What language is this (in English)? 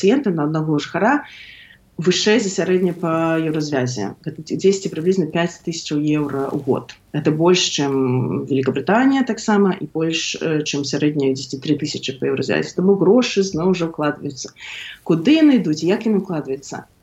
Belarusian